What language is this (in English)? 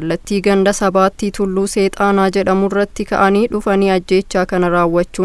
Oromo